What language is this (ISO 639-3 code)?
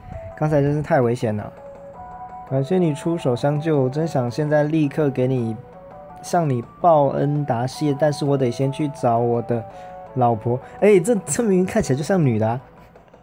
zho